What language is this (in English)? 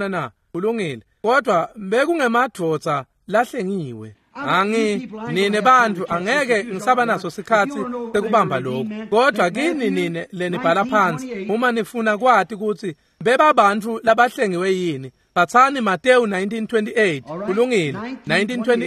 Swati